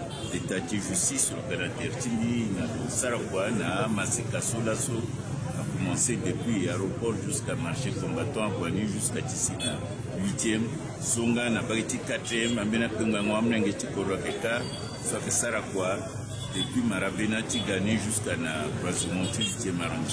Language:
Sango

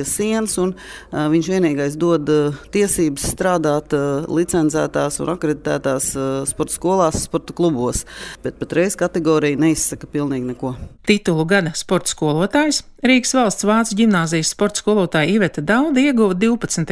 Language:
Latvian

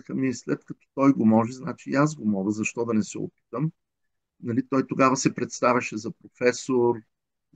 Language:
Bulgarian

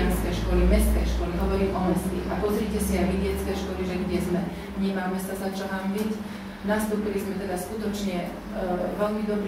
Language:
Slovak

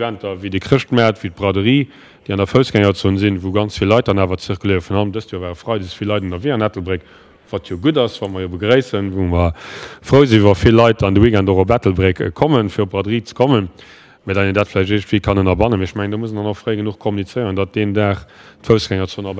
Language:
Luxembourgish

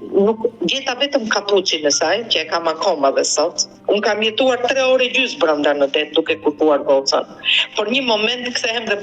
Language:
Albanian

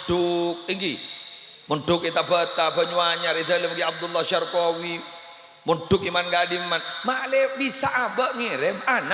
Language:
Madurese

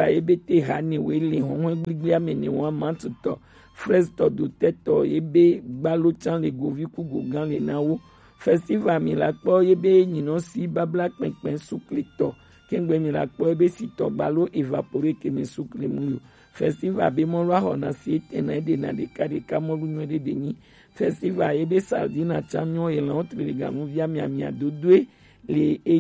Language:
Gen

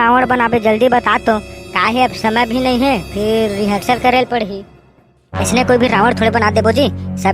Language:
Chhattisgarhi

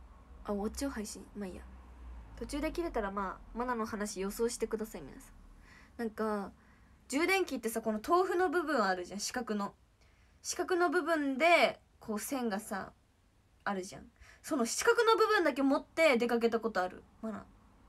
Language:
Japanese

